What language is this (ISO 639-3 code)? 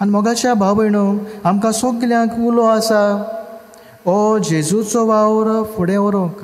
kok